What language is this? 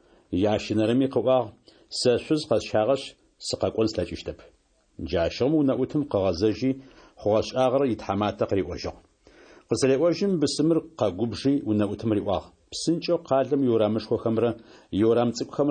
Kabardian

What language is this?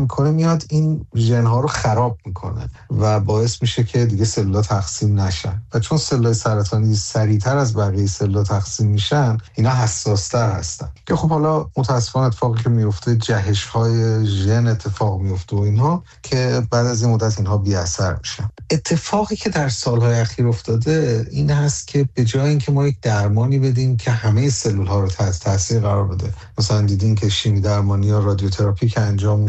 Persian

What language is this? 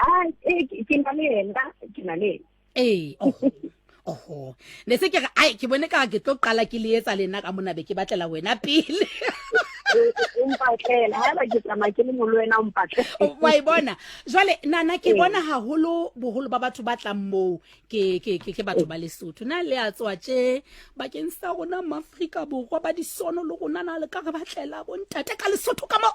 Southern Sotho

